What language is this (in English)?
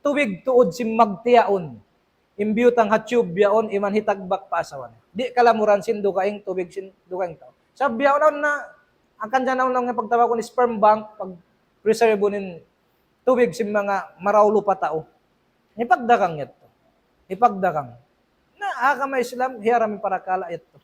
Tausug